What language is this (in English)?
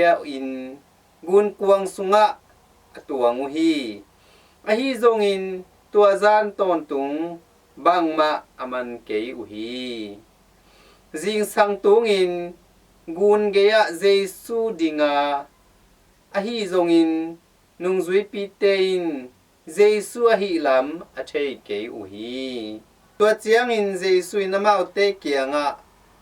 Tedim Chin